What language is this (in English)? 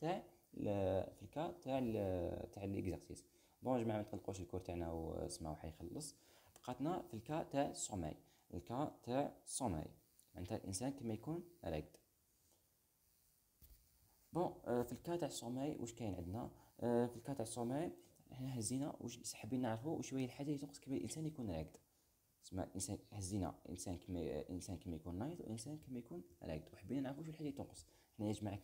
Algerian Arabic